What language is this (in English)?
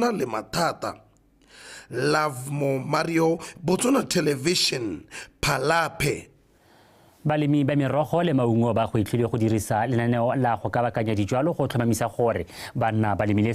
Tswana